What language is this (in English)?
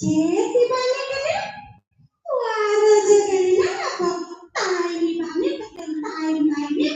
Balinese